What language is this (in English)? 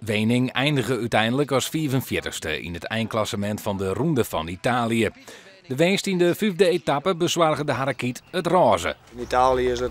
Western Frisian